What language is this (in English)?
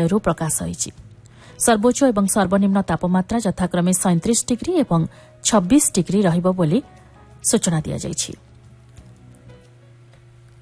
Odia